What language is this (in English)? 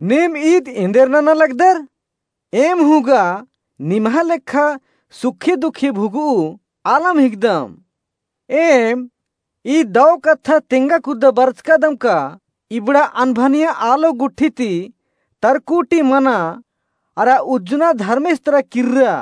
Kurukh